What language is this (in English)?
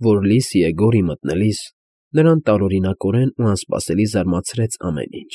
Armenian